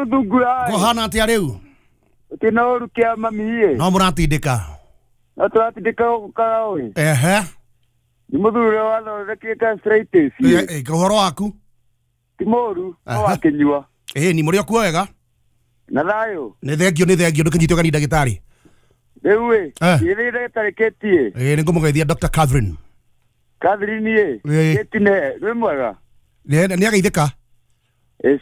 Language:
Kikuyu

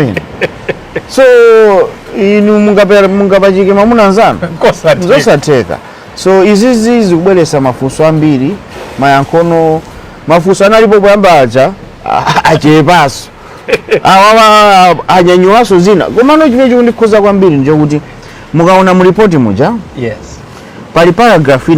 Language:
Nyanja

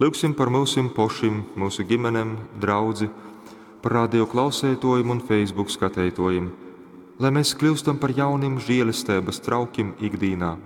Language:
Latgalian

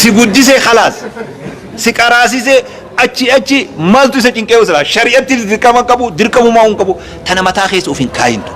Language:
Oromo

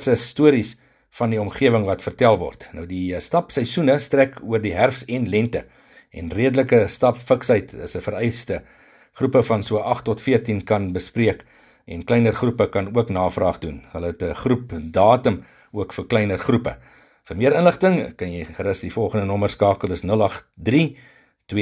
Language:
Afrikaans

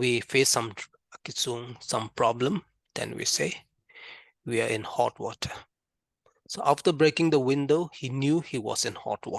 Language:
Karbi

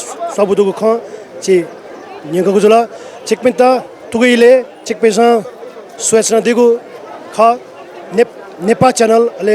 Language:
Newari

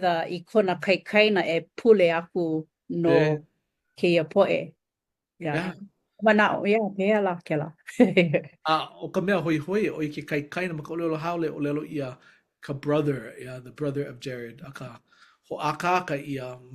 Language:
Hawaiian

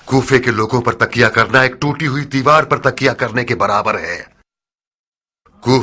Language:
Urdu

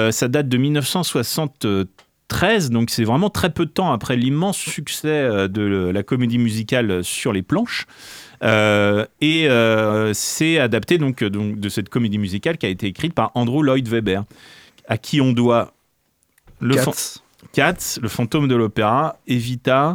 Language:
French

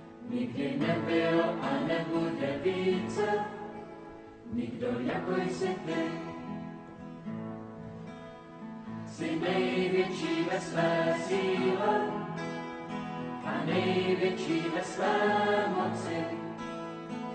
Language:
Czech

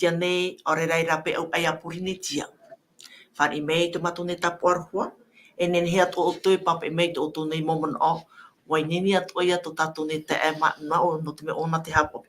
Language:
Tahitian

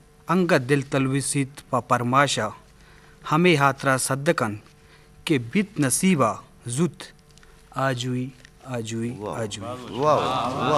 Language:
Eastern Balochi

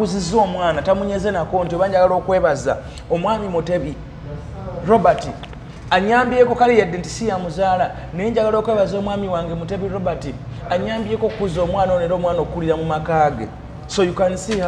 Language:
Ganda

